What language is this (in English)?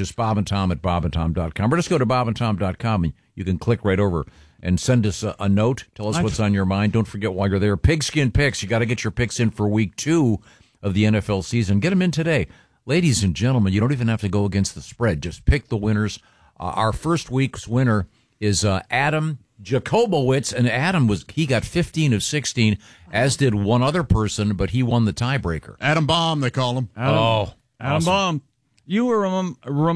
English